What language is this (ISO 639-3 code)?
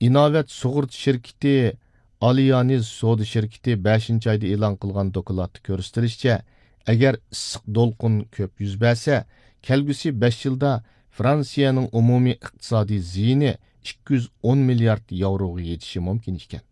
uig